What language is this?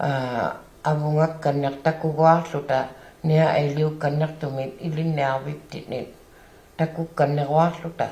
Inuktitut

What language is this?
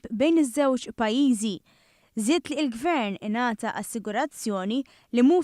Maltese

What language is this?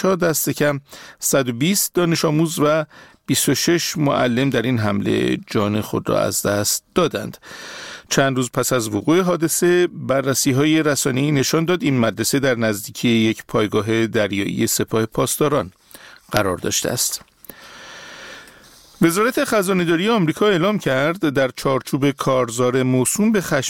Persian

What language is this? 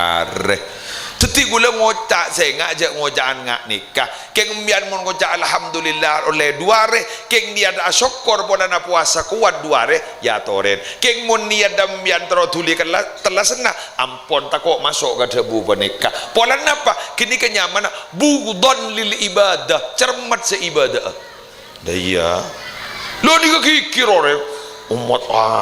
Madurese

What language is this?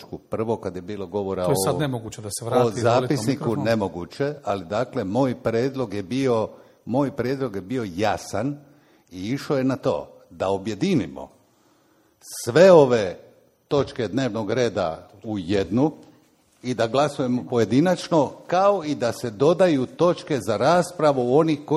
Croatian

